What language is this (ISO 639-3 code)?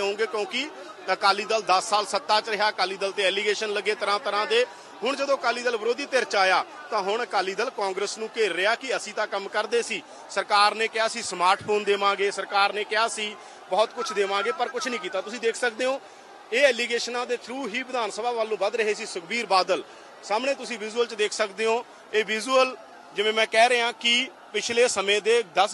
pan